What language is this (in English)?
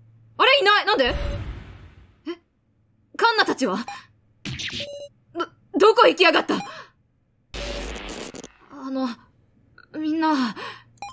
Japanese